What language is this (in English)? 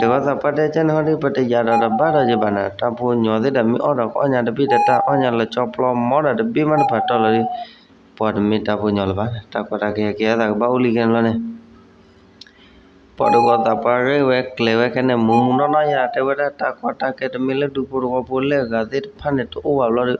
S'gaw Karen